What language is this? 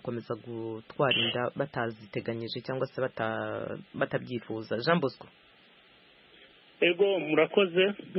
Kinyarwanda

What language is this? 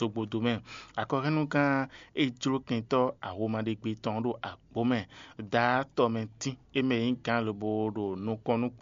Fon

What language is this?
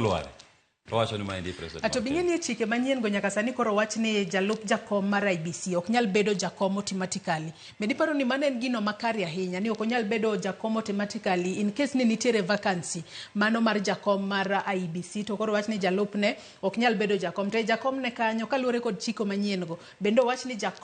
Luo (Kenya and Tanzania)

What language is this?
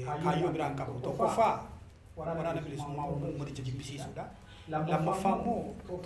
Oromo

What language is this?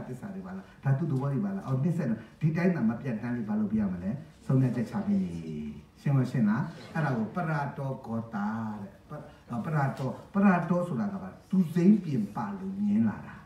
Burmese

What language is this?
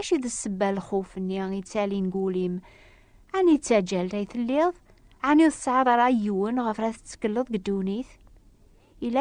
Kabyle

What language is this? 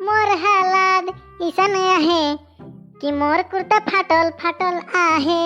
Sadri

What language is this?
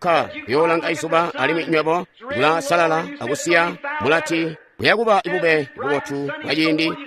Tonga (Zambia)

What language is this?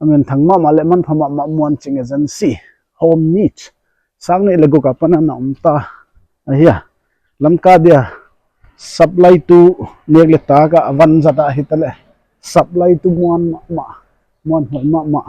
Paite Chin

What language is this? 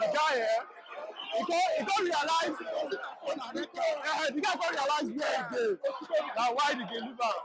Nigerian Pidgin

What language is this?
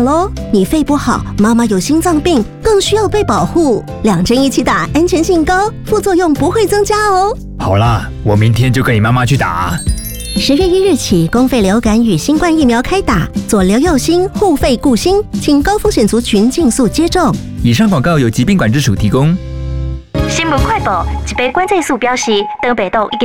Chinese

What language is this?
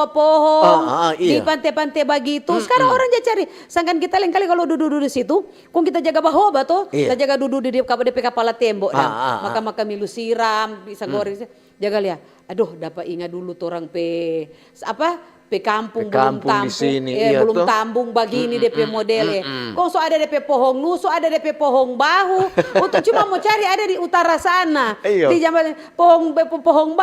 Manado Malay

